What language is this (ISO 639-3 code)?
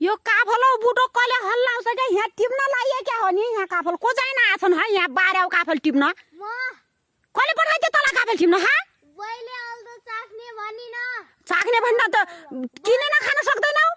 nep